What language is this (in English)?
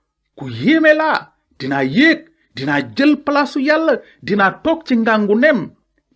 Wolof